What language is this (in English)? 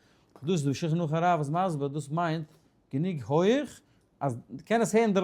Yiddish